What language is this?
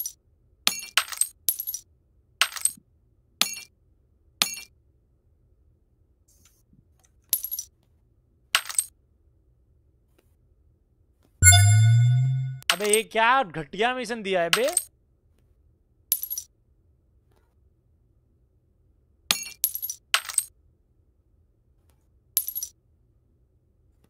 Hindi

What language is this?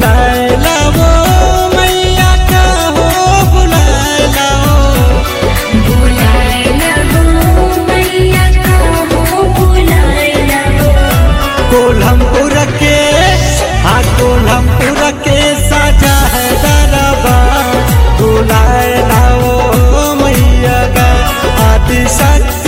Bhojpuri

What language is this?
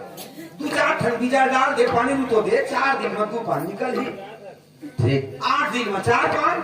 Chhattisgarhi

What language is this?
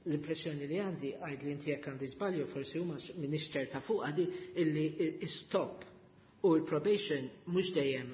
Maltese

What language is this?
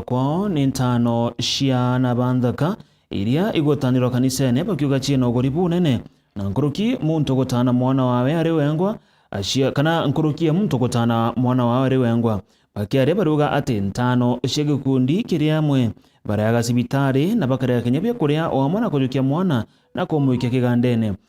Meru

